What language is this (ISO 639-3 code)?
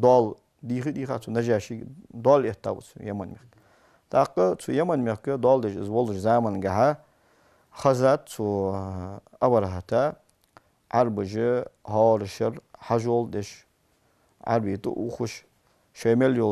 inh